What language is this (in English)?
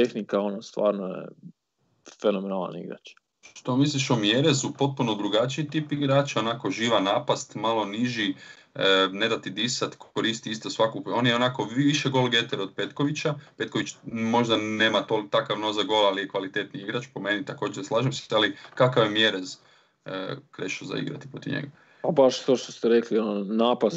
Croatian